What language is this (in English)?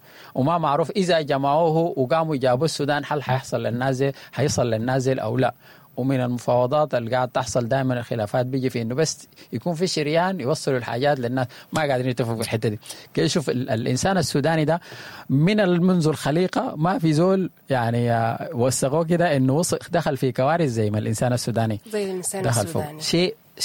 Sudanese Arabic